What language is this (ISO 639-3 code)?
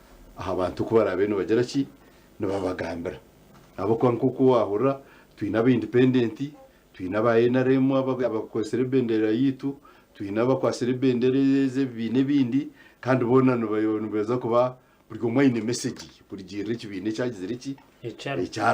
nyn